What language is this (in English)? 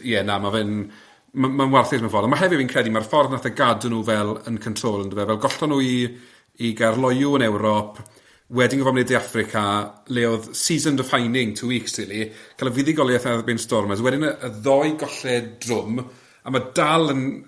Welsh